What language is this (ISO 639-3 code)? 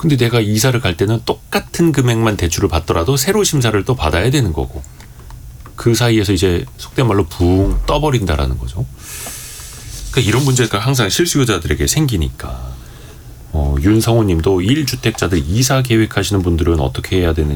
kor